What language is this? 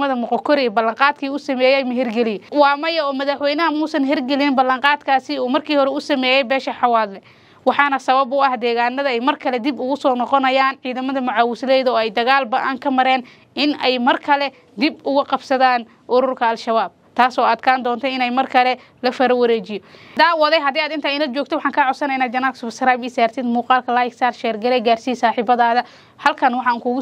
Somali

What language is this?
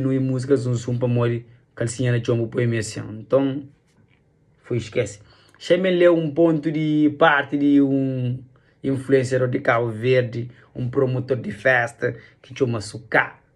Kabuverdianu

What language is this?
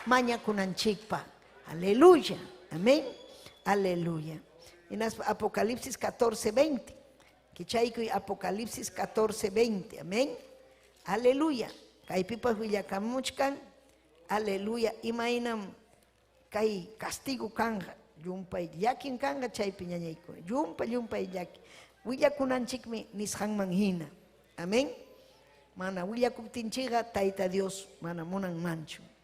Ayacucho Quechua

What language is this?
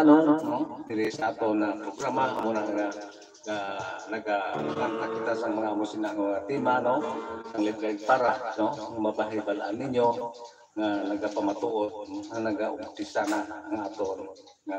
Hiligaynon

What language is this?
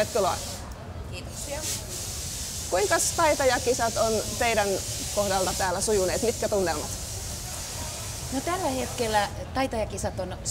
Finnish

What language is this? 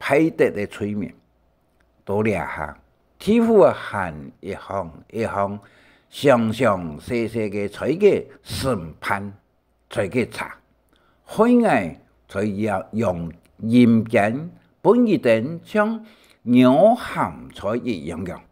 Hakka Chinese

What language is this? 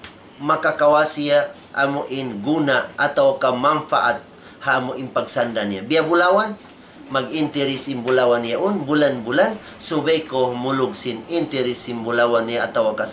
Tausug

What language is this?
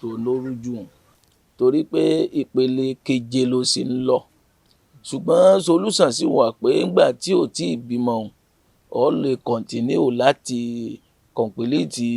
Yoruba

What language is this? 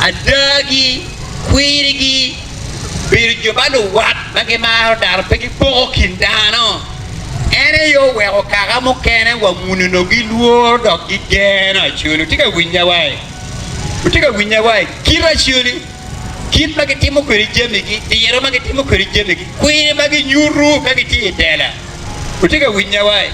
Acoli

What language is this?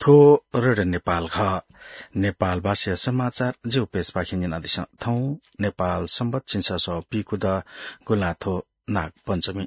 Newari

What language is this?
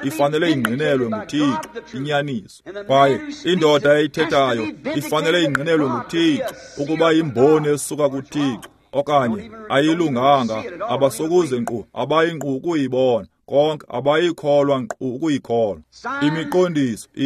Xhosa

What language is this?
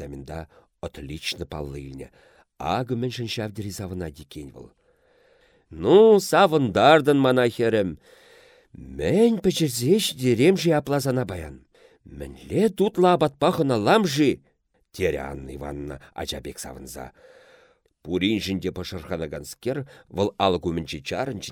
Chuvash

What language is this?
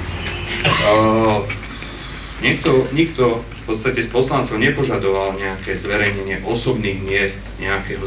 Slovak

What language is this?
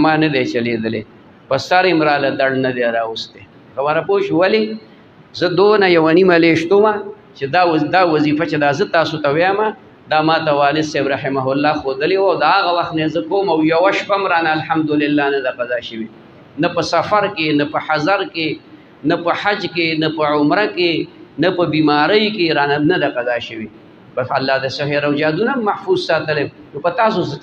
Pashto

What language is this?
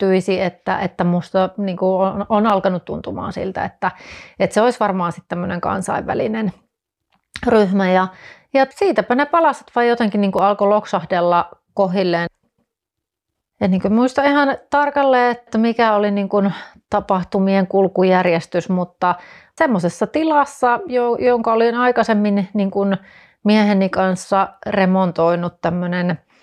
Finnish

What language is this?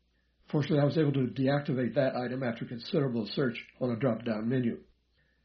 English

